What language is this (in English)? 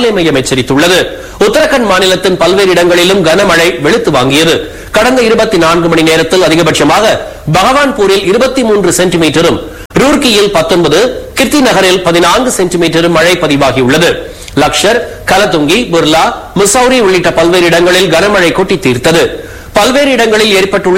Tamil